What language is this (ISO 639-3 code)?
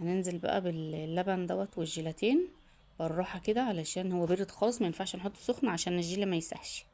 arz